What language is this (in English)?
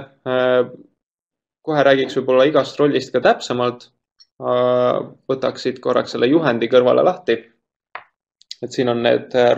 Estonian